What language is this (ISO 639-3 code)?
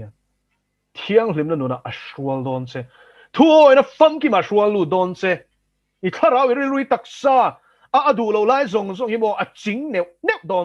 lus